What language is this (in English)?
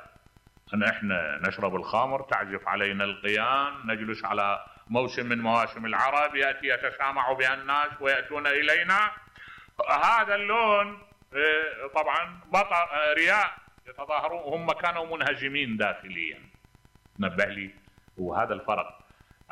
Mesopotamian Arabic